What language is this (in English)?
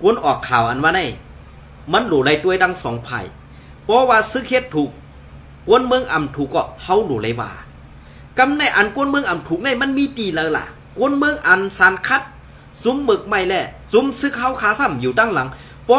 Shan